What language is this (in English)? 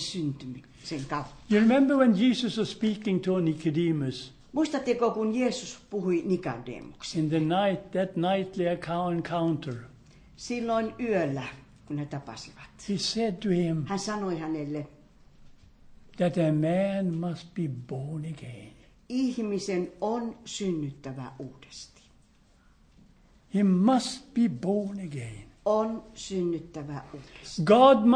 Finnish